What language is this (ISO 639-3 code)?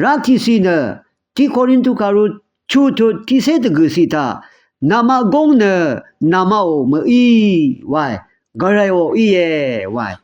raw